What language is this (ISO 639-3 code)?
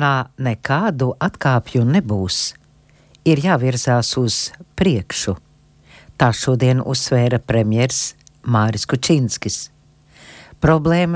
lav